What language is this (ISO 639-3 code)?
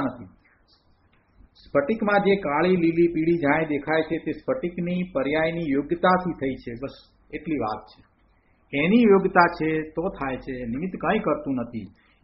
guj